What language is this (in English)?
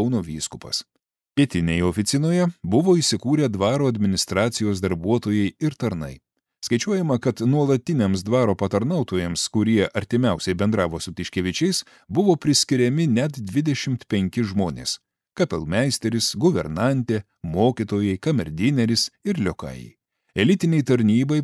Lithuanian